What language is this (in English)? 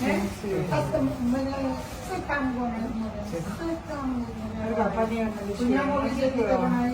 Haitian Creole